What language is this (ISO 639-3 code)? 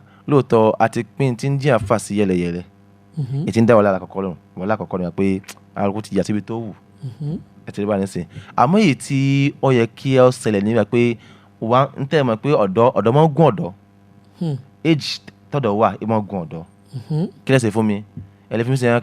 yor